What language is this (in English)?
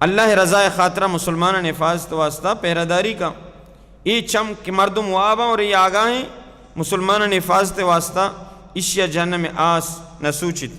Baluchi